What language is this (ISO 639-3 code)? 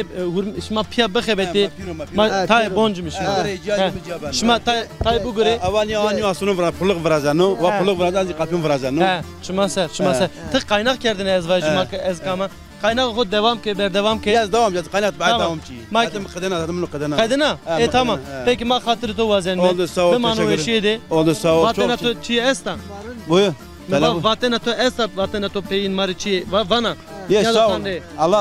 zza